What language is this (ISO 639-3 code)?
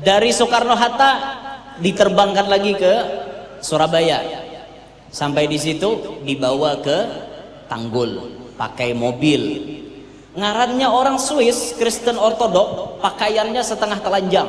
bjn